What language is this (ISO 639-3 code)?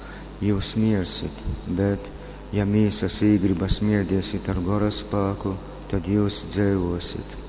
ltg